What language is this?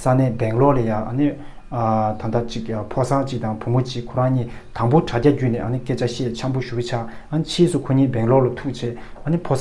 Tibetan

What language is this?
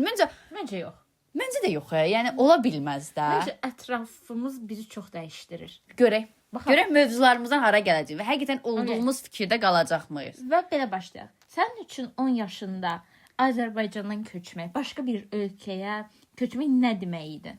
Azerbaijani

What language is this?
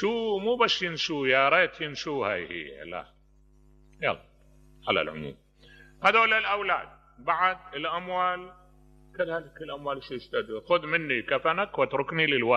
Mesopotamian Arabic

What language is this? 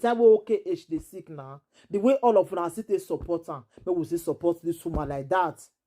Nigerian Pidgin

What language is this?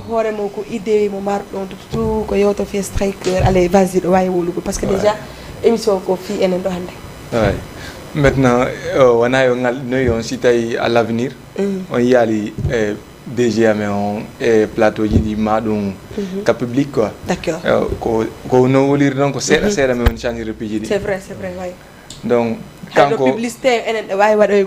Fula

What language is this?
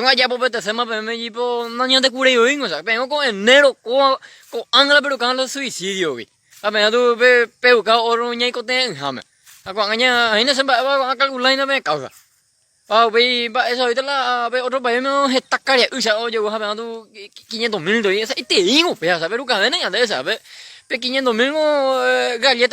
Guarani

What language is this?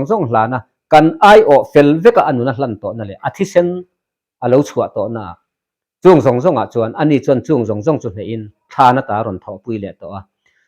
Mizo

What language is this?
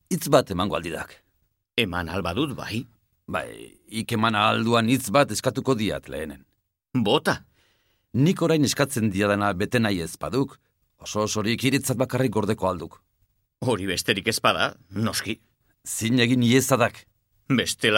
Basque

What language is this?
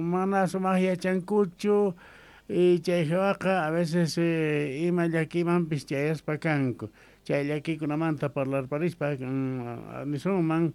Quechua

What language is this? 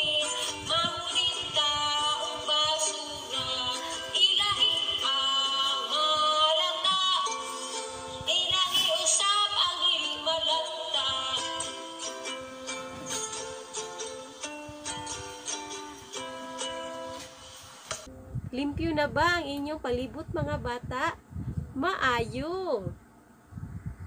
Cebuano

